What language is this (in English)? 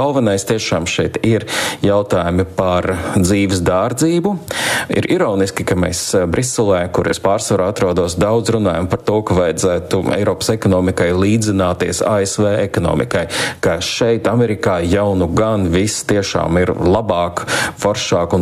Latvian